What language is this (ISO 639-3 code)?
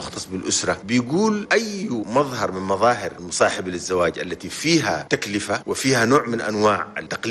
shu